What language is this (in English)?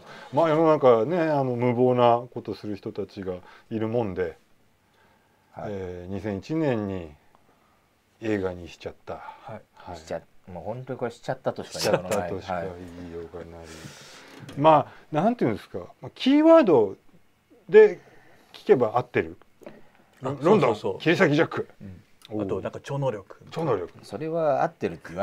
Japanese